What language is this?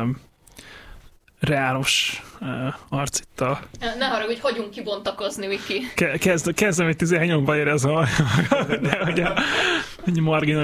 Hungarian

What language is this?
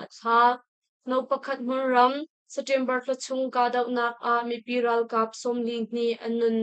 Hakha Chin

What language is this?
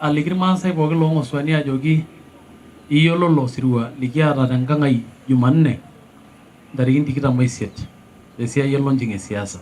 Masai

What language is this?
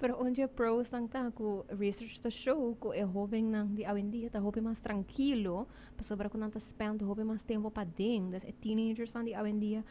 Papiamento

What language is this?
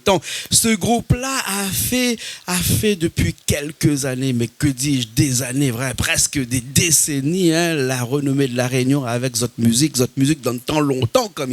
Réunion Creole French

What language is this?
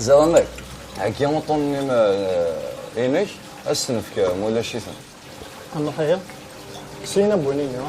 Kabyle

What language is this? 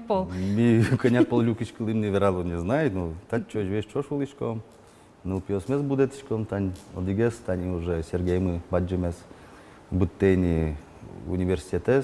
Udmurt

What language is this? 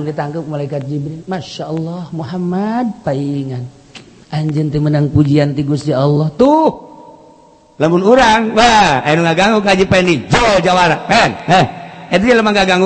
Sundanese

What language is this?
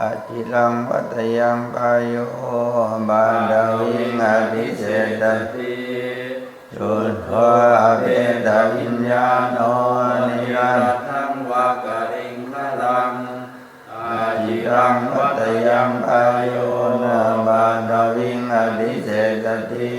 Pali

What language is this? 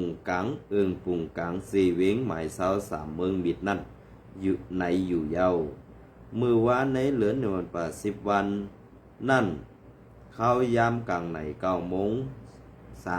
Shan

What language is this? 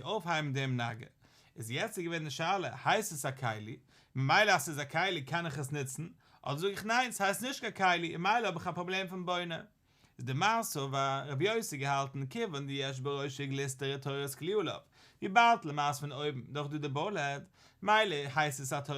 Yiddish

